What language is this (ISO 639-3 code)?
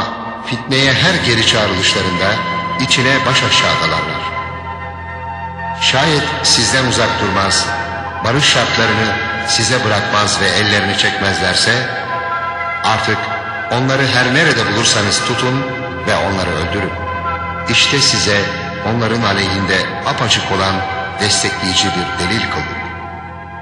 tur